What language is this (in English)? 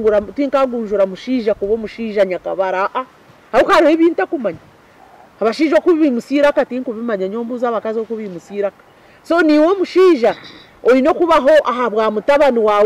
Nyankole